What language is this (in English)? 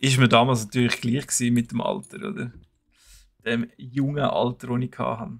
Swiss German